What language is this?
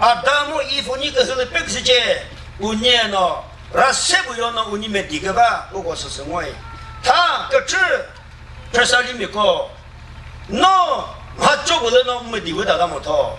Chokri Naga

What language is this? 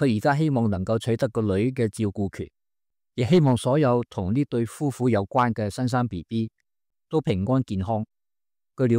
Cantonese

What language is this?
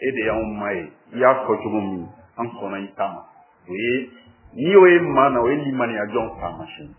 Bambara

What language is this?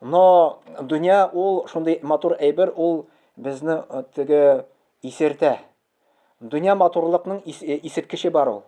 Tatar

